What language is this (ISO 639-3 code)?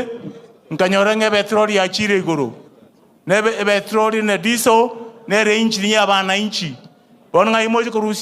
guz